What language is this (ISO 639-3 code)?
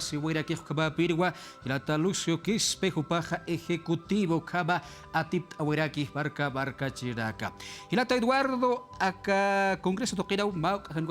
aym